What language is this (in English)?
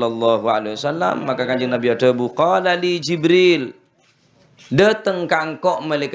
Madurese